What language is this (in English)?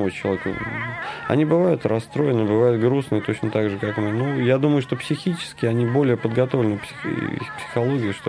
Russian